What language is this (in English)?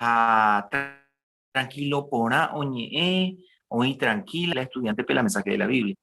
Guarani